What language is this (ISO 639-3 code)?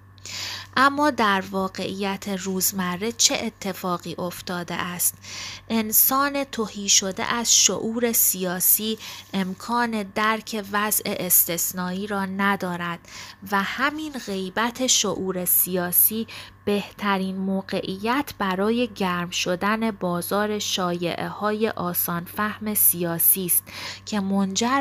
fas